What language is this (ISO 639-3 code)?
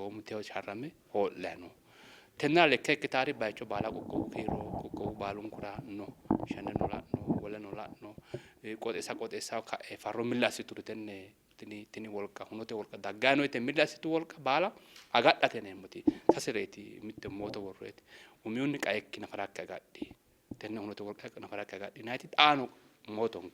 sid